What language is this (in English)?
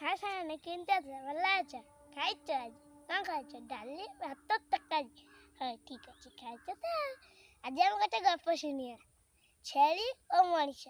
Odia